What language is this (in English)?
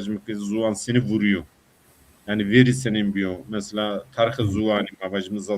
Zaza